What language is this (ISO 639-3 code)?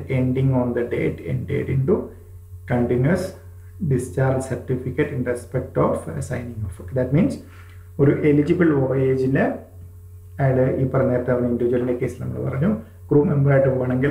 mal